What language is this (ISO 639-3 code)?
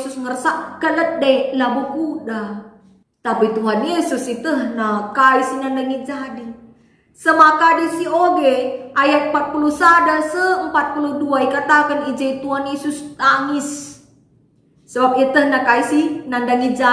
btx